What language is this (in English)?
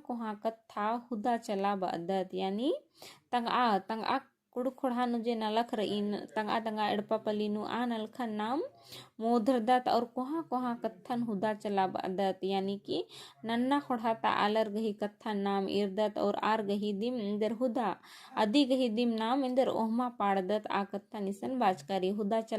Kurukh